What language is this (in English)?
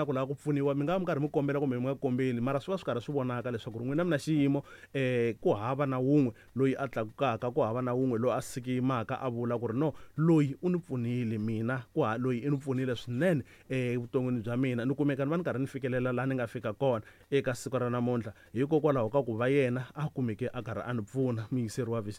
Tsonga